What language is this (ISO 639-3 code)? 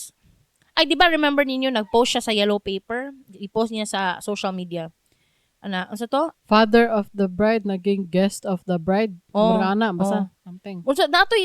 ceb